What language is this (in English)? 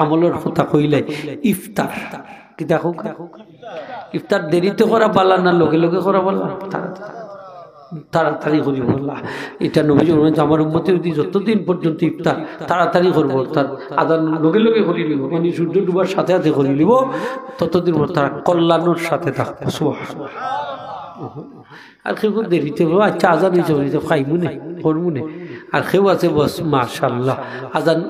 Sylheti